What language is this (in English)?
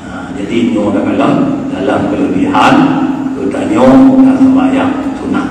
Achinese